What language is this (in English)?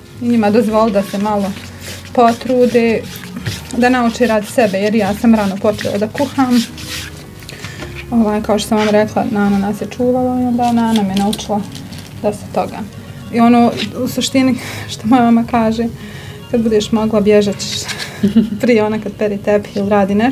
Bosnian